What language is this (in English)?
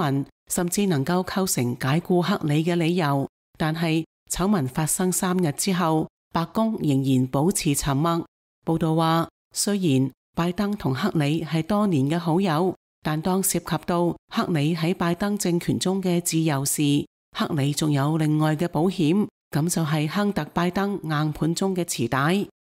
Cantonese